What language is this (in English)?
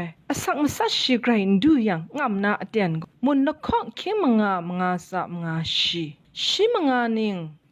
Kachin